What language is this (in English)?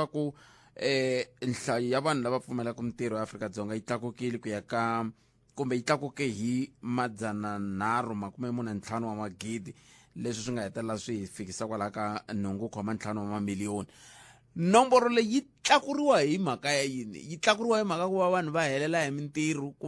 Tsonga